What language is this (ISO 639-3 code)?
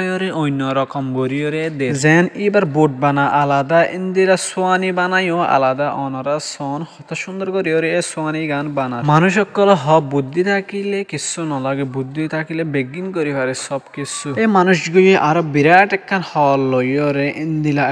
rhg